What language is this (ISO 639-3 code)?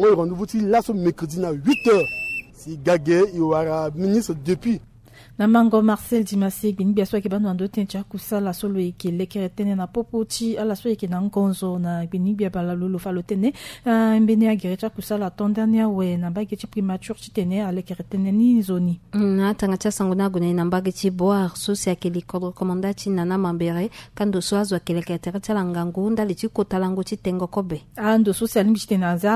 sag